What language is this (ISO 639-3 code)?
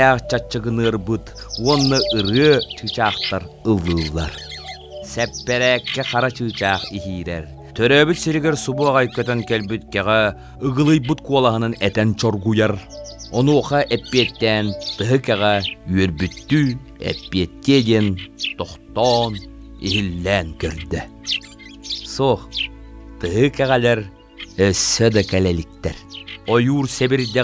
sah